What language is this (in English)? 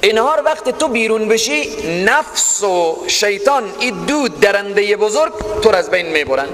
Persian